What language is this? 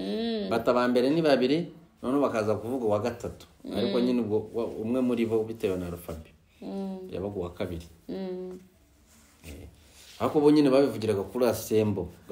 Kinyarwanda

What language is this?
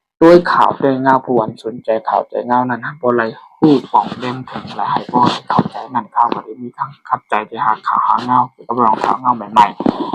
Shan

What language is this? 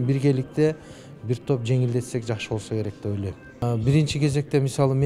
Kyrgyz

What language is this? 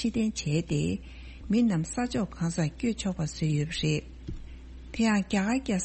Tibetan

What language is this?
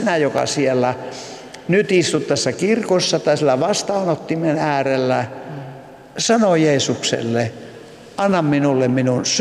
Finnish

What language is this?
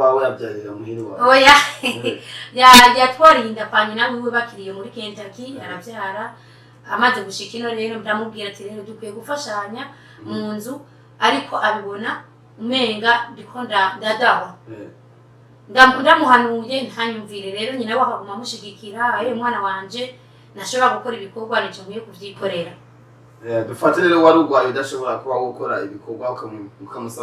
Rundi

